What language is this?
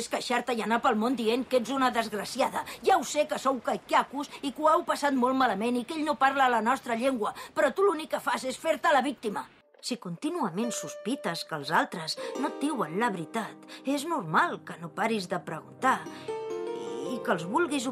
Catalan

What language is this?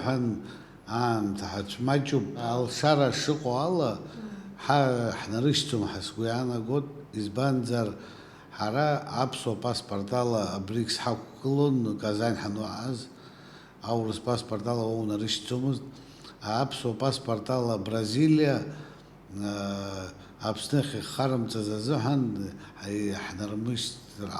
Abkhazian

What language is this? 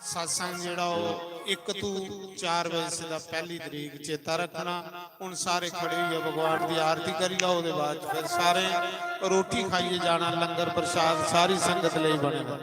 Dogri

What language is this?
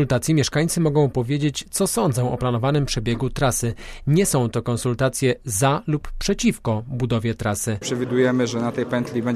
Polish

